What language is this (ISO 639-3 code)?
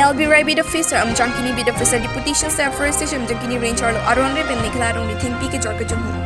mjw